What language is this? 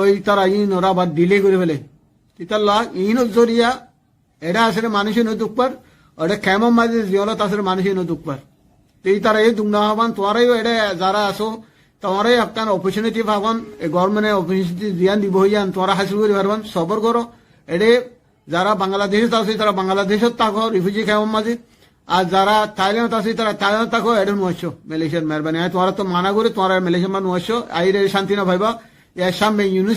Rohingya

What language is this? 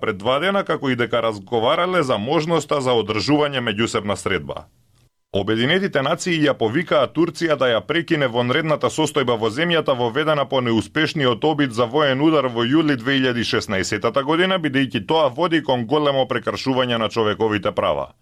Macedonian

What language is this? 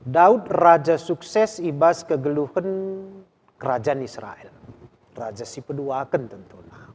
Batak Karo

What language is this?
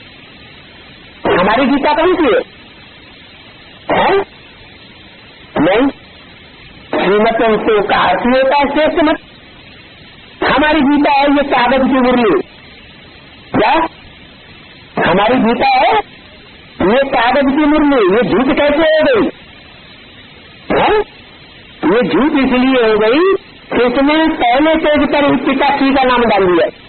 Hindi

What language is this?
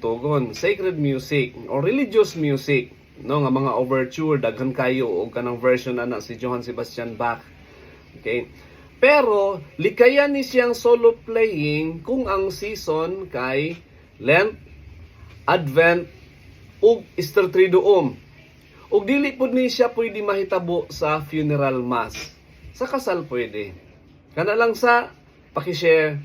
Cebuano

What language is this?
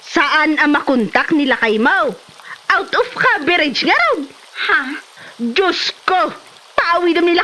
Iloko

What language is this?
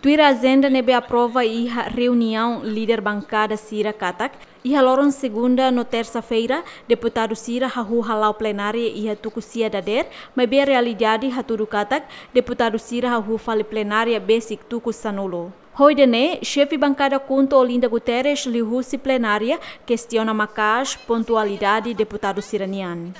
Tetum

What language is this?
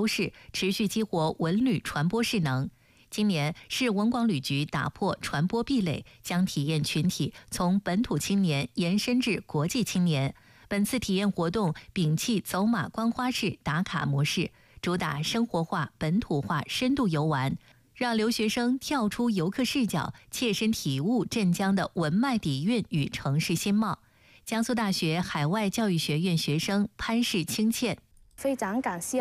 Chinese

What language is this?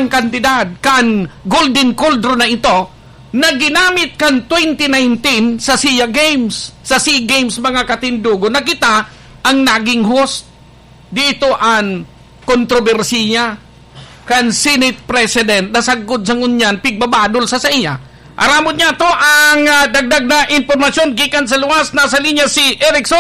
Bikol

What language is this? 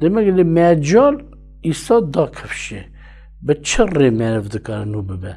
Kurdish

